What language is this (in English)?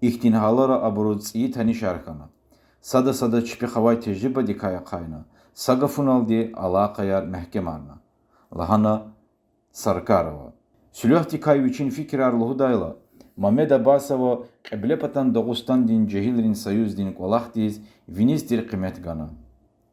Lezghian